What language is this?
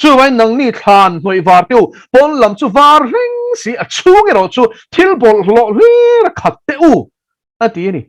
Mizo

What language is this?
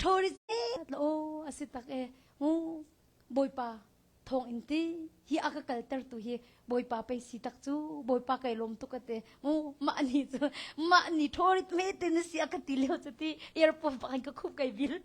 Hakha Chin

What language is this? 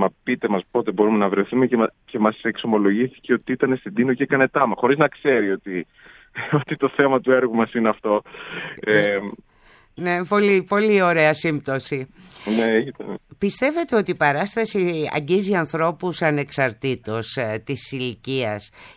Greek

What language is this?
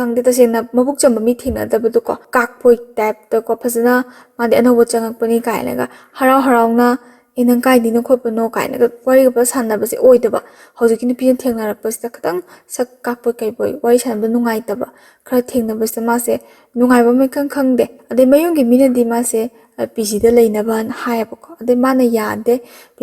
Manipuri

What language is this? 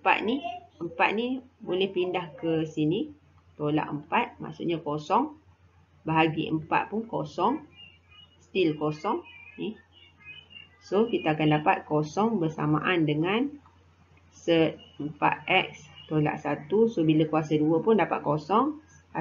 Malay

